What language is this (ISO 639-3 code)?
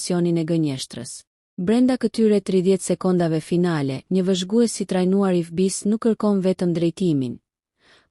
sqi